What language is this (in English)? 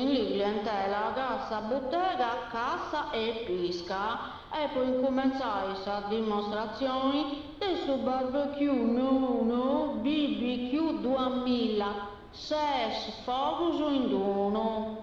Sardinian